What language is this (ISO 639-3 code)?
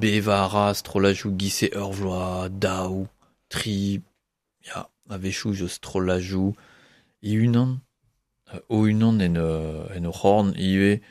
bre